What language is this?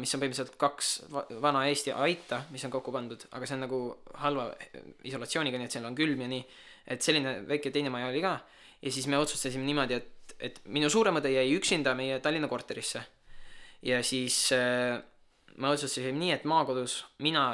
Estonian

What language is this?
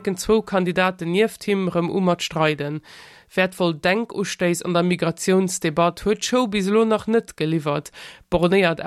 Luxembourgish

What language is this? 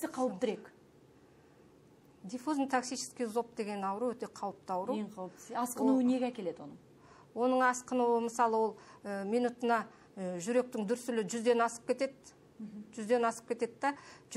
Kazakh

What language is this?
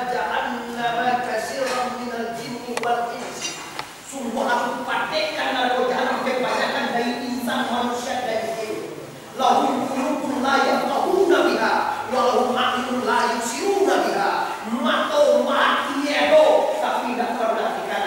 Minangkabau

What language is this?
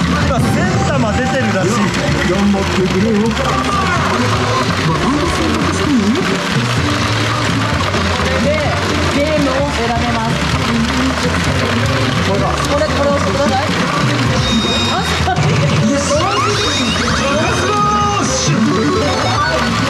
Japanese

